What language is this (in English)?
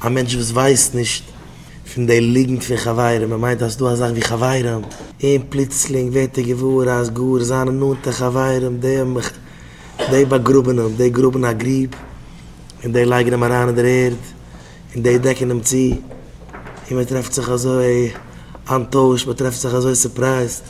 Yiddish